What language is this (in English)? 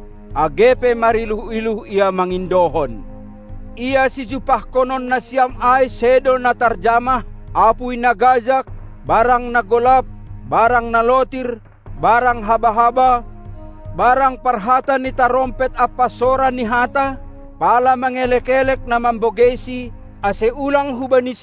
Batak Simalungun